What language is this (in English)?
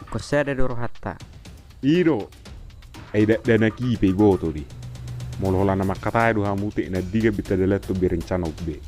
Batak Toba